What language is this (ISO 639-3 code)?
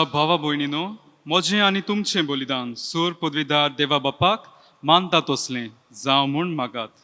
kok